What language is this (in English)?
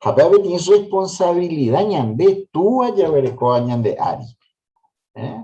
Guarani